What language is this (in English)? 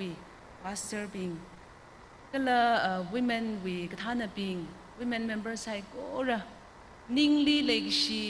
Tangkhul Naga (India)